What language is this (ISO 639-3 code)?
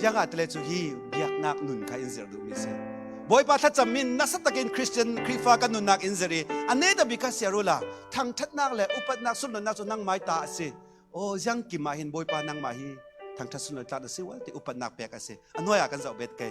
cfm